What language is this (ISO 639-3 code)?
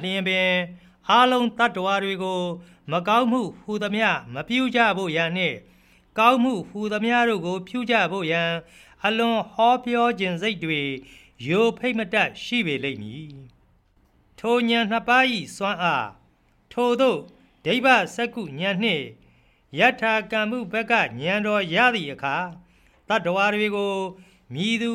mya